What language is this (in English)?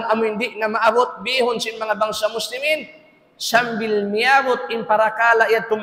Tausug